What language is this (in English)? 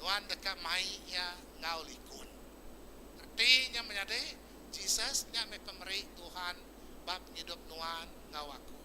Iban